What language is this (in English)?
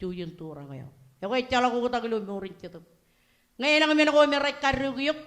Marshallese